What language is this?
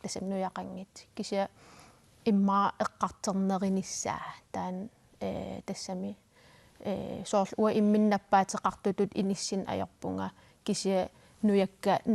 Kalaallisut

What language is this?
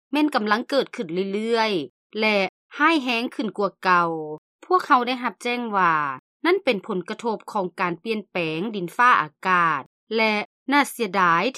Lao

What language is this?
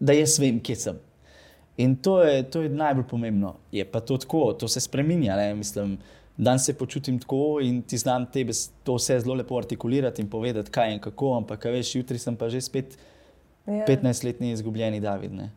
Slovenian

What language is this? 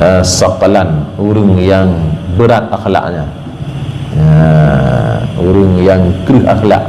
Achinese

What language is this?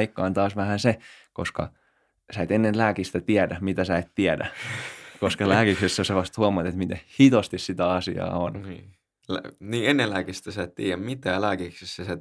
Finnish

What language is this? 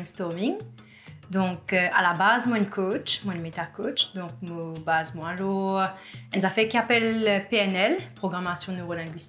Morisyen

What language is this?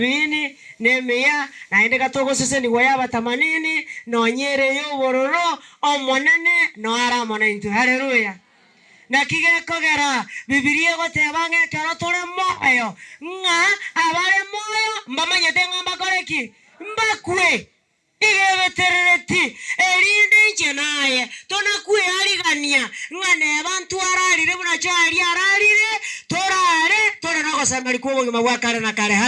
Gusii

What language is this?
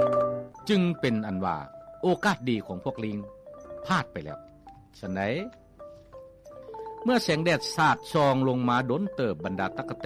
Lao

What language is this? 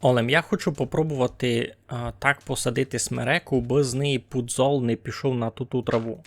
Rusyn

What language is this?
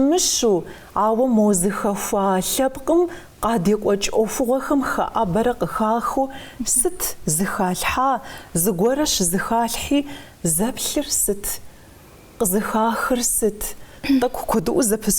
Kabardian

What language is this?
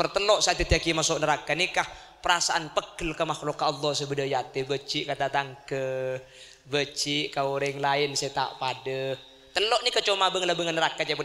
Madurese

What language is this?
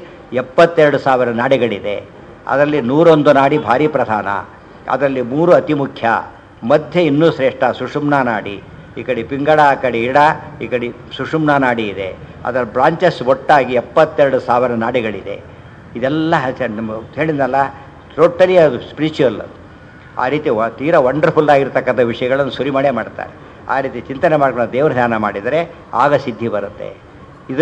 Kannada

